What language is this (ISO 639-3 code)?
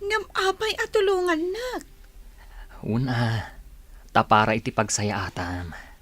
ilo